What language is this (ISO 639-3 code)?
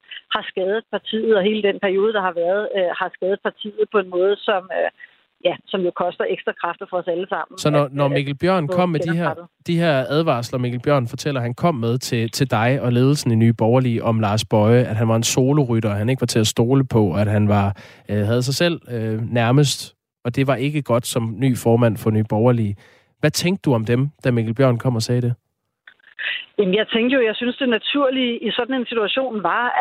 dan